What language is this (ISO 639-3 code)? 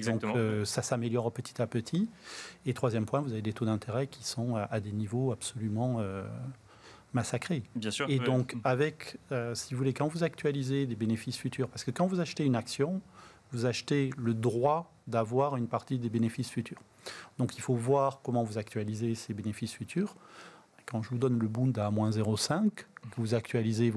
fra